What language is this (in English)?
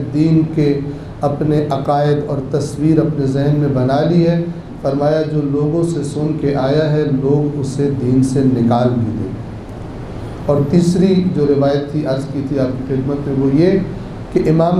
Urdu